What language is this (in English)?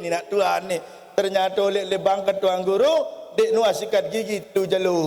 Sasak